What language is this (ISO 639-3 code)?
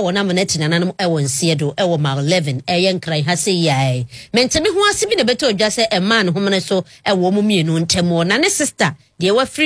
aka